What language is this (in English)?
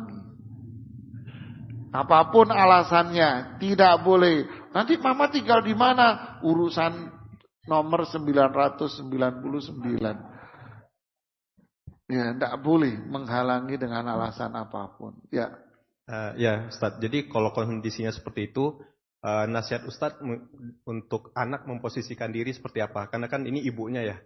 Indonesian